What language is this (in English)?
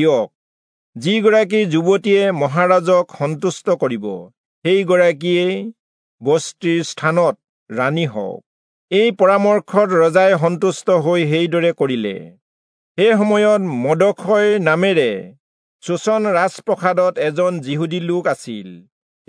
Assamese